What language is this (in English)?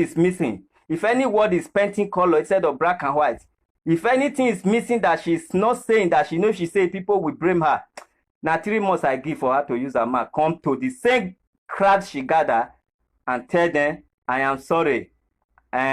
Nigerian Pidgin